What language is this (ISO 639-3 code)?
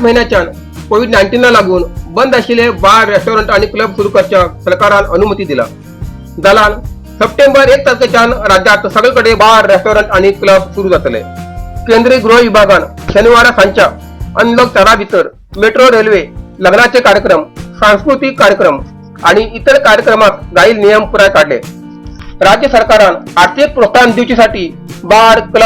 kok